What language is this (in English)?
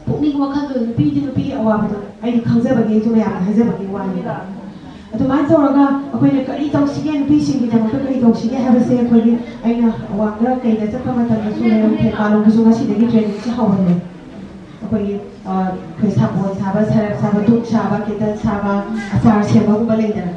Manipuri